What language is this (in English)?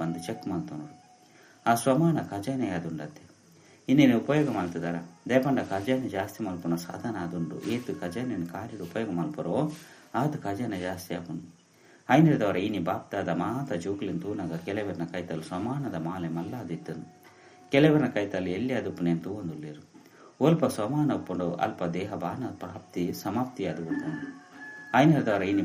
Tulu